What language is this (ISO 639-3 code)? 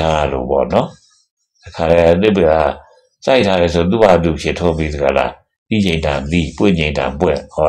mya